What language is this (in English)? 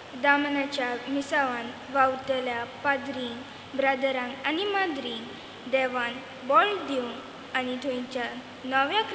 Konkani